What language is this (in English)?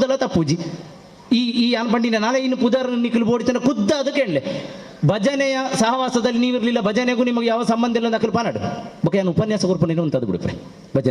Tulu